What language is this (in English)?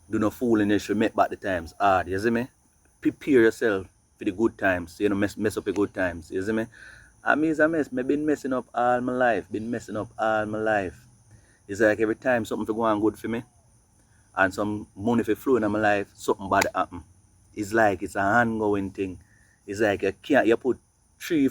Jamaican Creole English